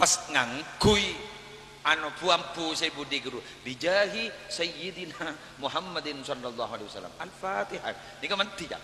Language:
Madurese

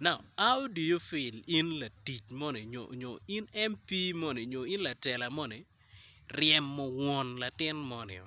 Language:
Acoli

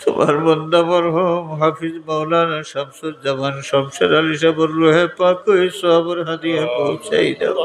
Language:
Sylheti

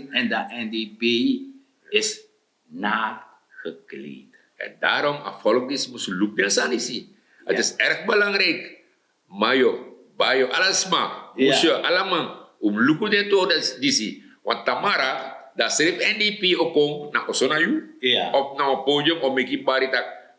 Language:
Sranan Tongo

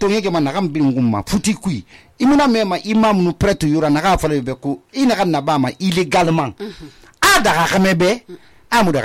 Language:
Susu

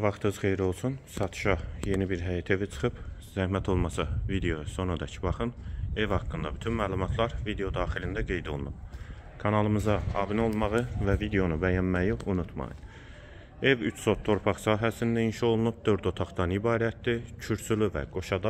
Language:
Azerbaijani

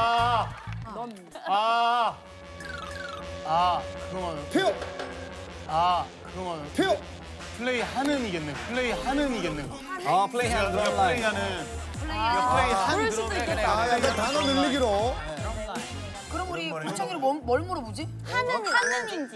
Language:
Korean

